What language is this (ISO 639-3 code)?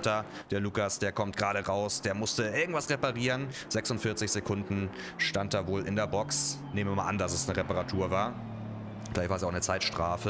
deu